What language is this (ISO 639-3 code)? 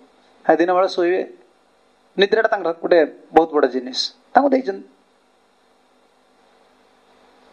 ori